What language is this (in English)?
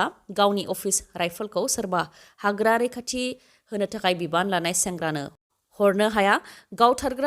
Bodo